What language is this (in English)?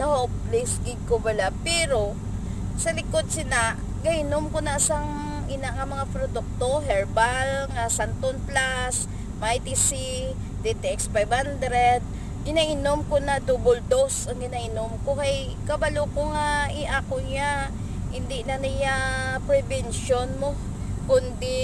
Hiligaynon